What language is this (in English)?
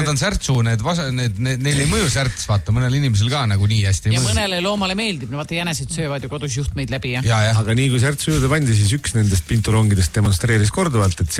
Estonian